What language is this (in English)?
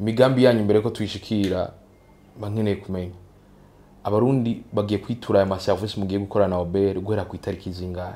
Rundi